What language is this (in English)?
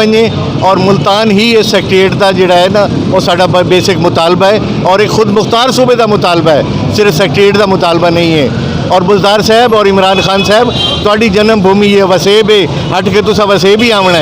Saraiki